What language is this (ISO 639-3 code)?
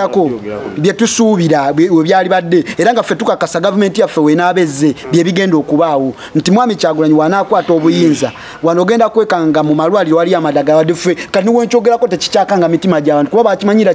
lug